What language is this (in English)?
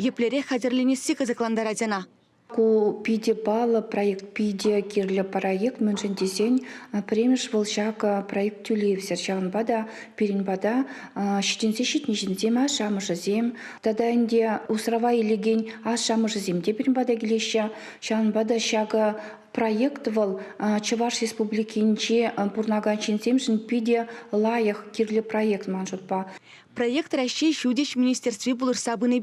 Chuvash